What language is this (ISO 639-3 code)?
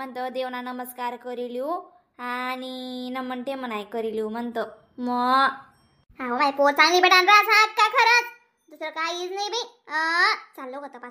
khn